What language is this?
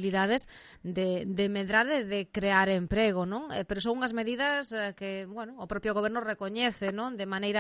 Galician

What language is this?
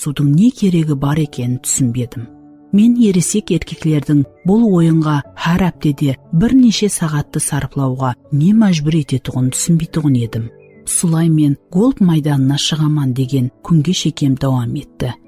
Kara-Kalpak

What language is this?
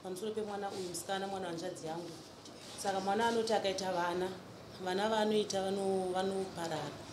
Shona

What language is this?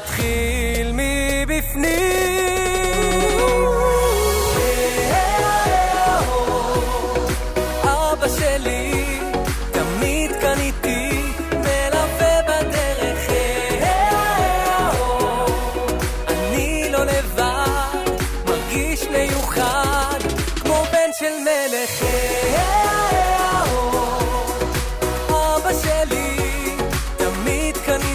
Hebrew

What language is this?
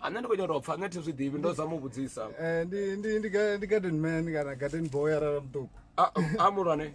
Venda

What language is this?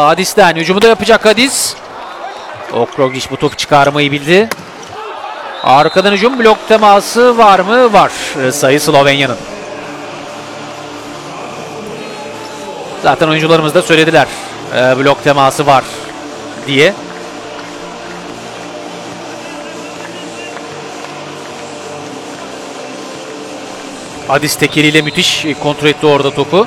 Turkish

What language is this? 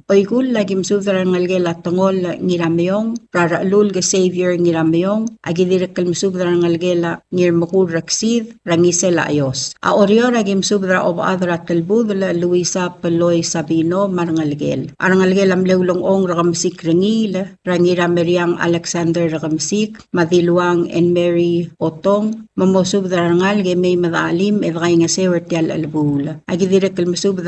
Palauan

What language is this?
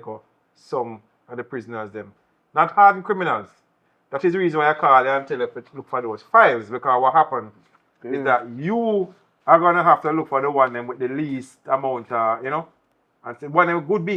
Jamaican Creole English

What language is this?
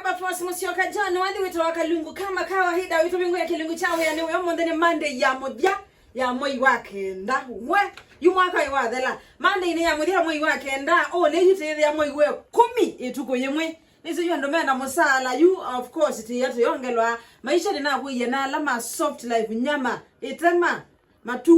Kamba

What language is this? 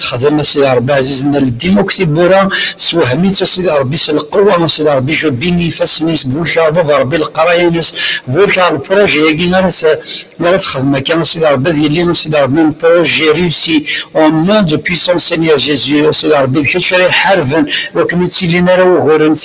Kabyle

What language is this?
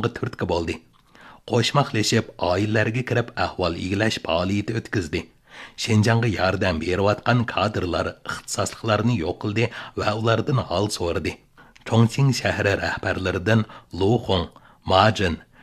Uyghur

